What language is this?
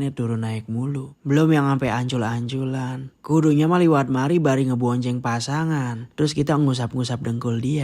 Betawi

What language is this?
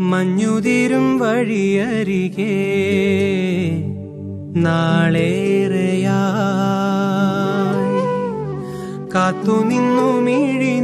Malayalam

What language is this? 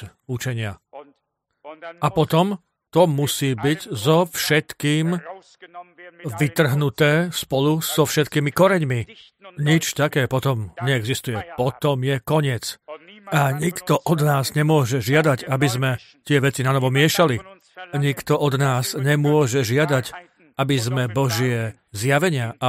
Slovak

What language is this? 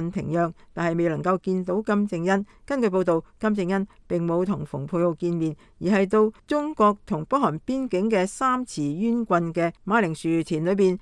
Cantonese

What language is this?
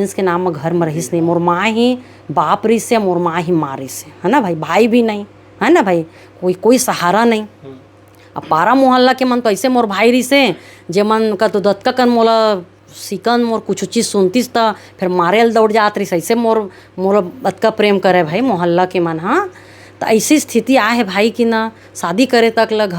Chhattisgarhi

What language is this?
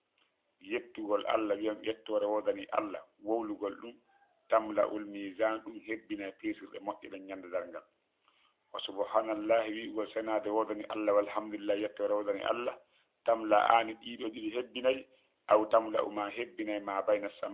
Fula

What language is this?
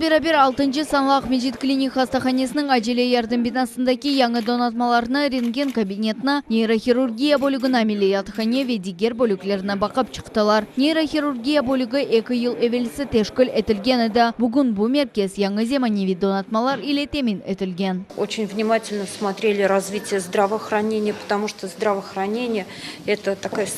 Crimean Tatar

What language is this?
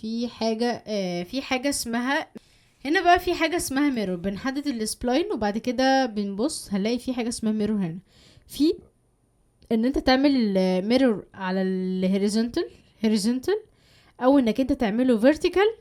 Egyptian Arabic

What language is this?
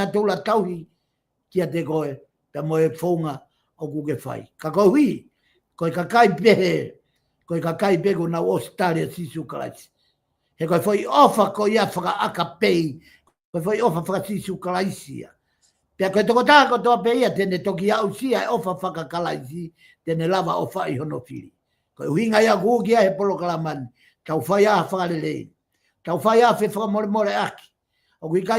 Tongan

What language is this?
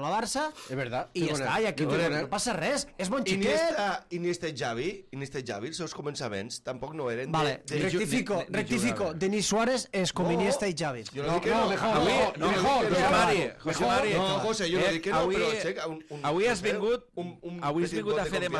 Catalan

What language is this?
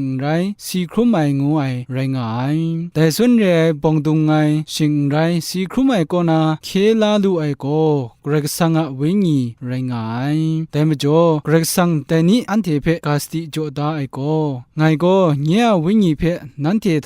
Kachin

